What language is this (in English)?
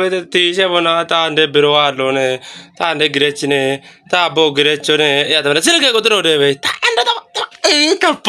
Kafa